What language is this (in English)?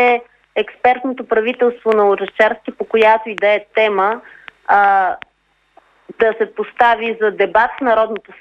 Bulgarian